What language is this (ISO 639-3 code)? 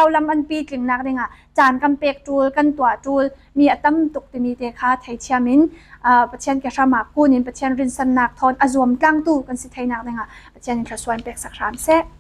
cfm